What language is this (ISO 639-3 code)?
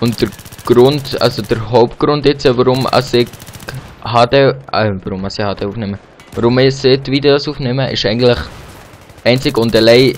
gsw